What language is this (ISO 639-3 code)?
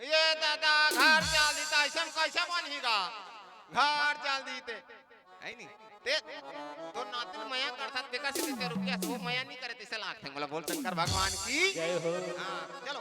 hne